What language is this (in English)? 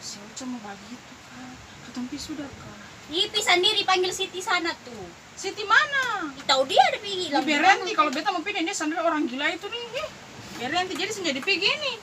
Ambonese Malay